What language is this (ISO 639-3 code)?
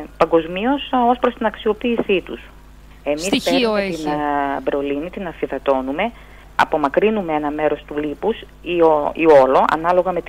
ell